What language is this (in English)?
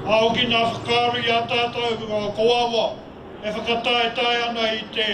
Māori